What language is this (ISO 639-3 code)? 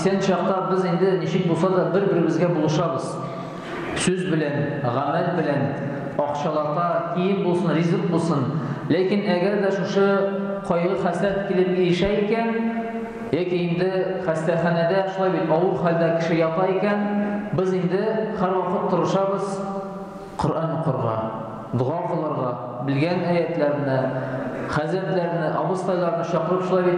tat